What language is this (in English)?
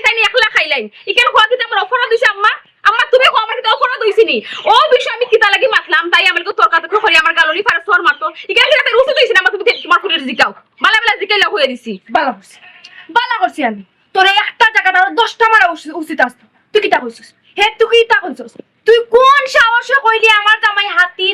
Sylheti